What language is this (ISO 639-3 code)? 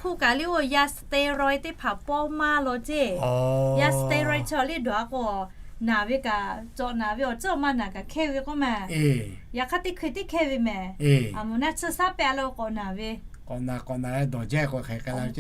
lhu